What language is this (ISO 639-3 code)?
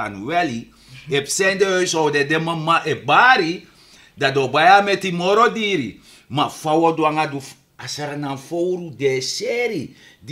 srn